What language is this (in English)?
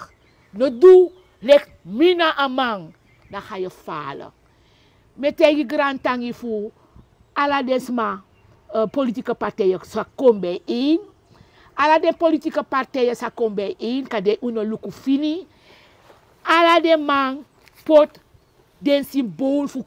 Sranan Tongo